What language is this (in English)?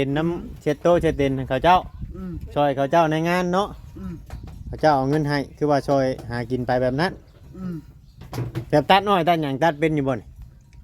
Northeastern Thai